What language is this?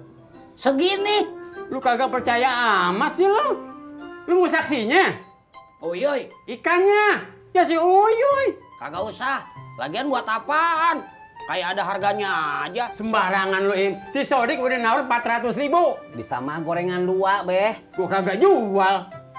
Betawi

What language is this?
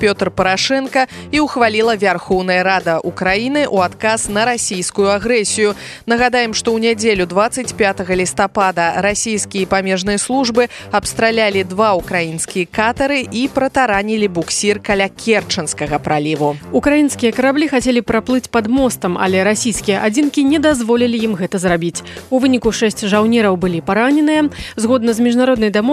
Belarusian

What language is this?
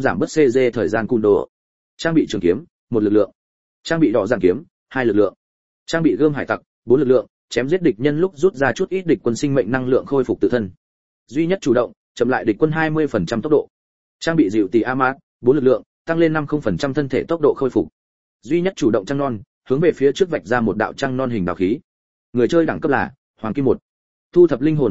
Vietnamese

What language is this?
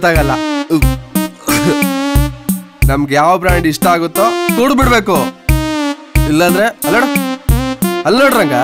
Kannada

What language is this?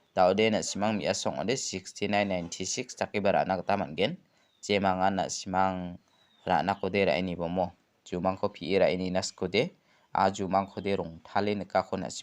Garo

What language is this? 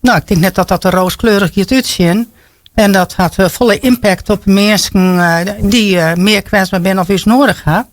Western Frisian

